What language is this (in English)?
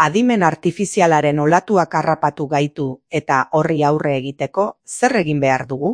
Basque